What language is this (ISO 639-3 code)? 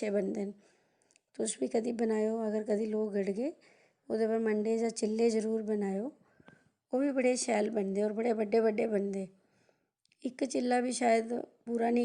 doi